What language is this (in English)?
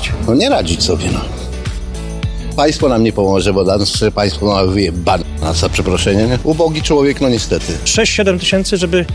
Polish